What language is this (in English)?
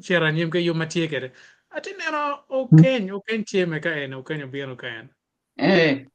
Acoli